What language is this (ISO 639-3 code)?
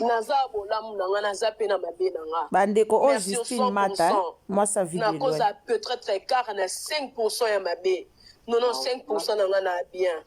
lin